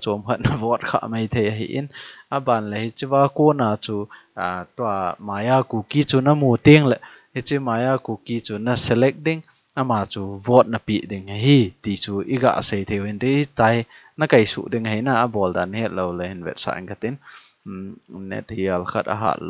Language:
Thado Chin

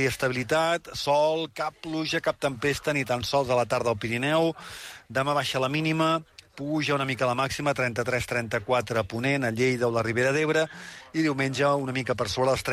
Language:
Catalan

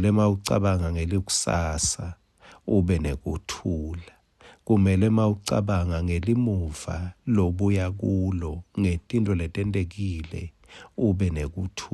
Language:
Swati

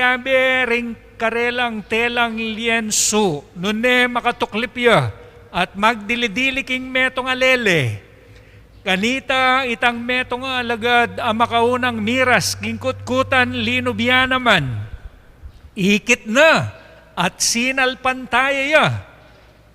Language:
Pampanga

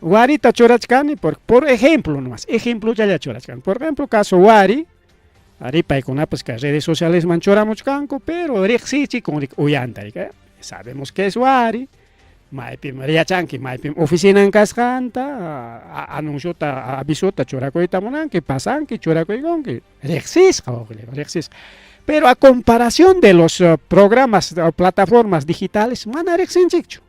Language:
Ayacucho Quechua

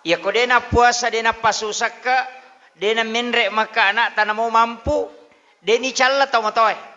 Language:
Buginese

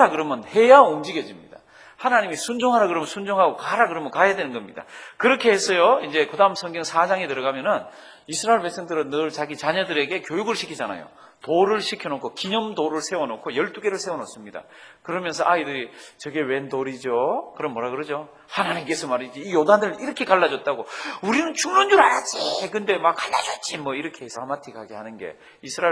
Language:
Korean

